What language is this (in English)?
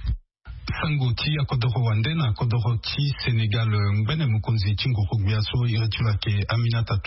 Sango